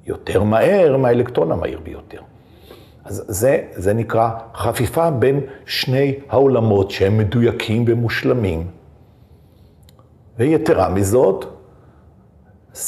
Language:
Hebrew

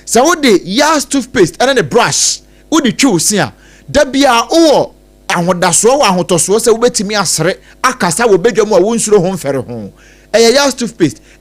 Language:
Akan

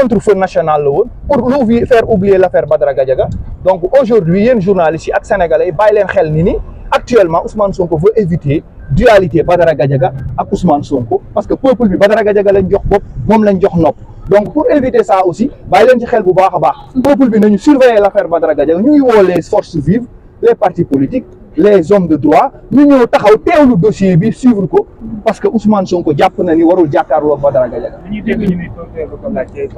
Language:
Wolof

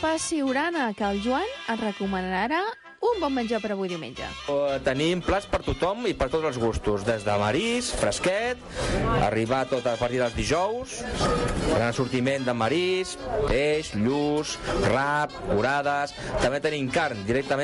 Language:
Catalan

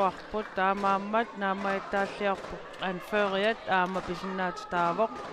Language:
Kalaallisut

